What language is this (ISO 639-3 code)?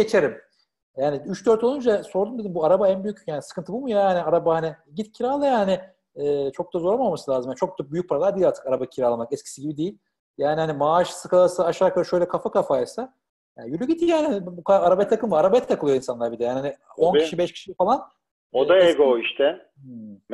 tur